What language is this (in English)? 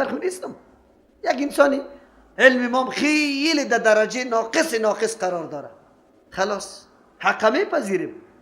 Persian